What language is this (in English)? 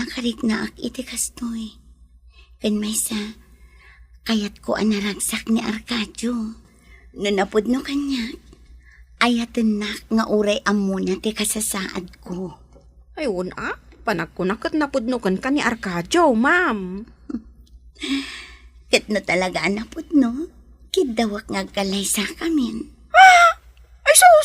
Iloko